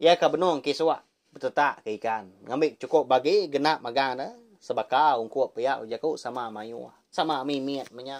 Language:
Iban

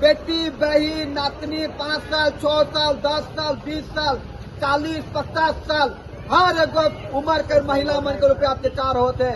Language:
Sadri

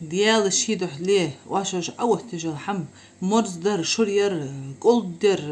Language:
Ingush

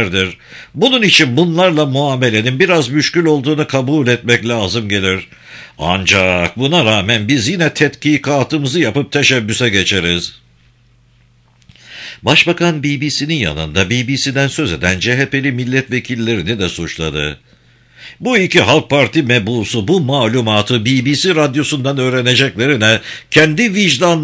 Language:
Turkish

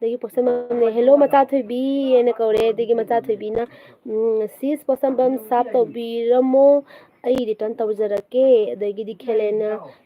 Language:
Manipuri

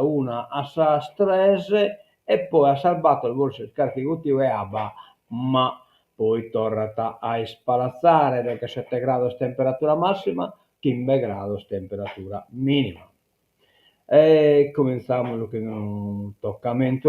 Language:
Sardinian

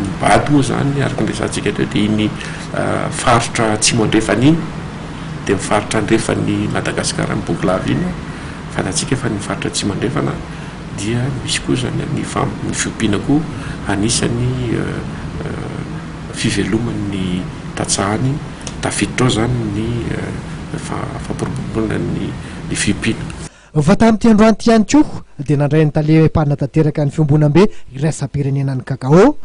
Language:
Malagasy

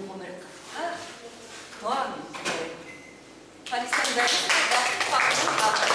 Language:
Bashkir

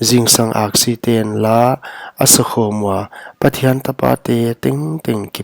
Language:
Paite Chin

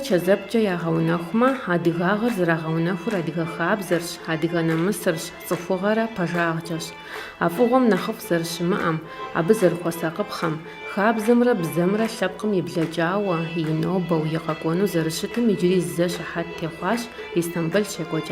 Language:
Kabardian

